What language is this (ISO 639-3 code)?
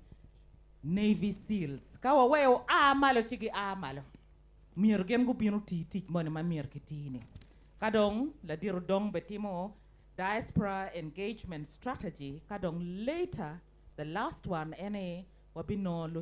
ach